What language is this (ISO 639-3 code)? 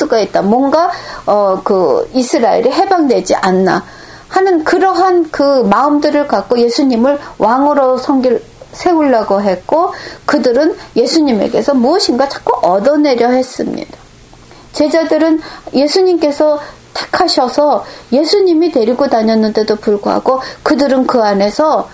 kor